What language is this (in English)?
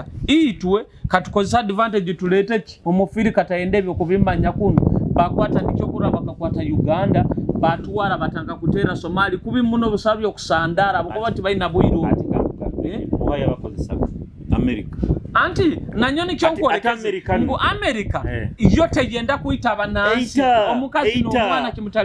Nyoro